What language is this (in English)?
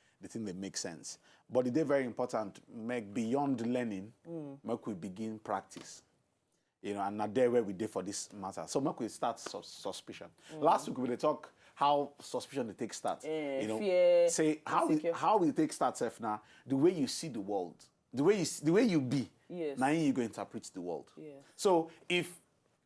Nigerian Pidgin